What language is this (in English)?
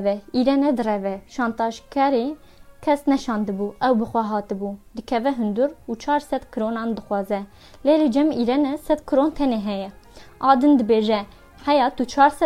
Kurdish